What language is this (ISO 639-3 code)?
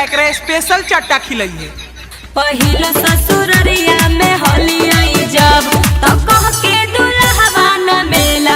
mag